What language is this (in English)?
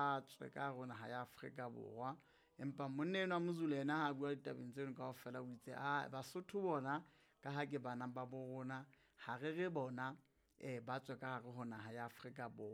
Southern Sotho